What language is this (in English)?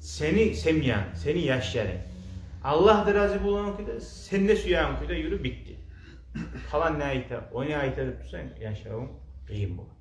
Kumyk